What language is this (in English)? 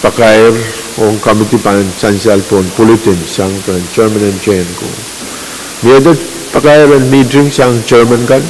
Pohnpeian